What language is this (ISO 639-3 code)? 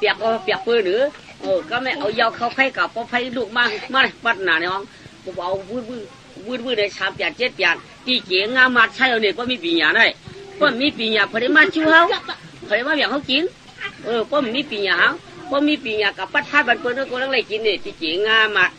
shn